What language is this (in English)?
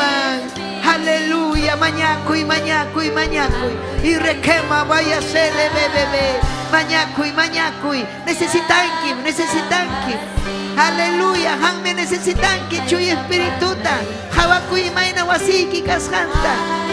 Ayacucho Quechua